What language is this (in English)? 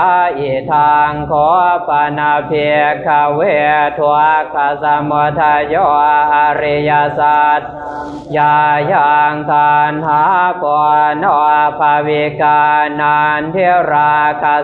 Pali